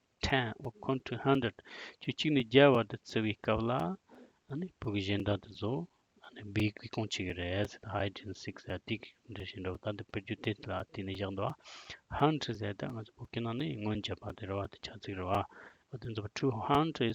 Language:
Tibetan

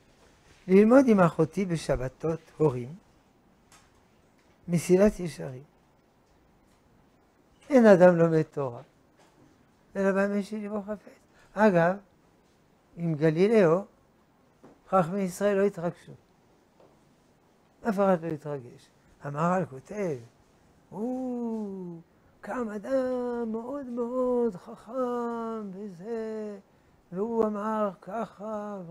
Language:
Hebrew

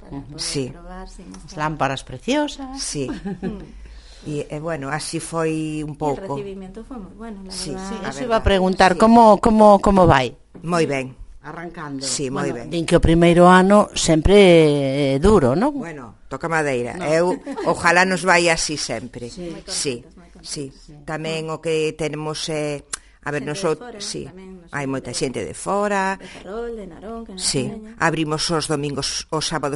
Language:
Galician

